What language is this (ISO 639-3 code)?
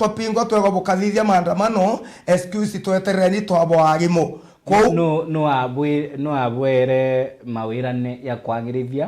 mer